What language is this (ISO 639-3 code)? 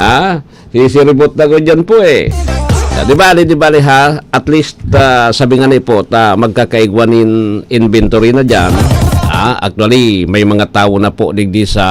bik